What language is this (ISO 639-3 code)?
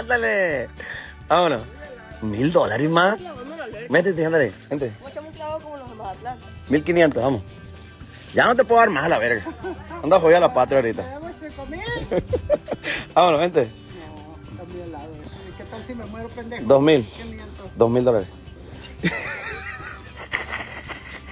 spa